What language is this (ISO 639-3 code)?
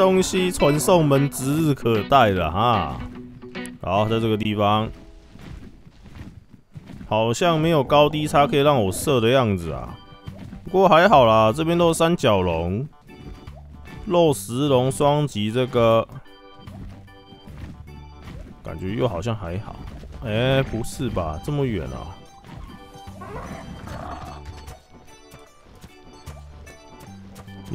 zho